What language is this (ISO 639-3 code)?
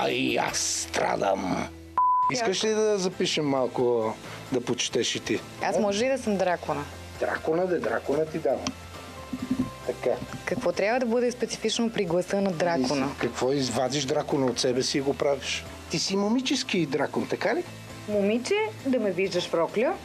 bul